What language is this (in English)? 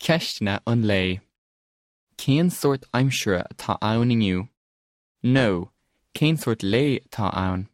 Irish